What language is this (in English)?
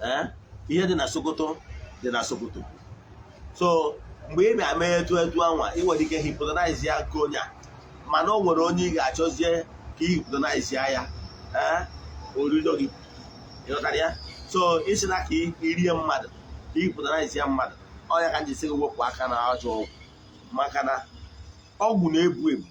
Igbo